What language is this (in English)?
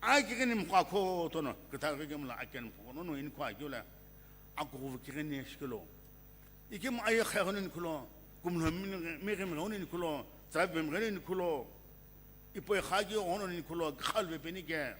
Sumi Naga